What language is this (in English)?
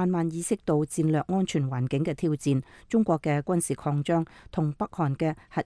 Cantonese